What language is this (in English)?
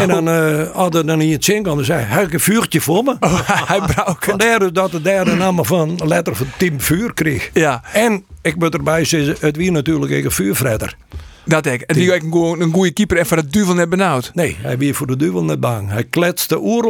Western Frisian